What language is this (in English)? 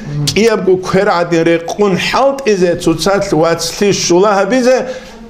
Avaric